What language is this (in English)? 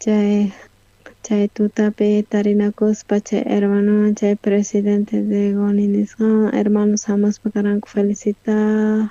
South Bolivian Quechua